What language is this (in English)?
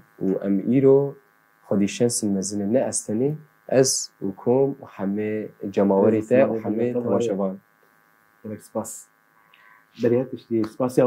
Kurdish